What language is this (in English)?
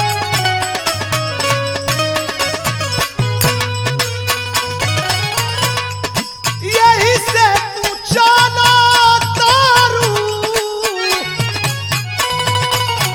Bhojpuri